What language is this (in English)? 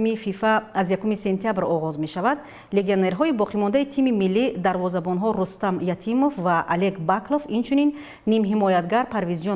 Tajik